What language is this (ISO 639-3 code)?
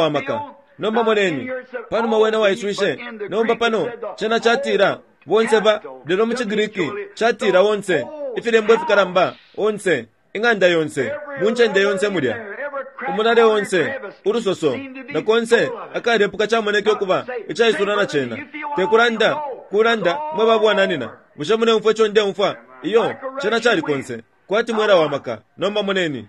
bem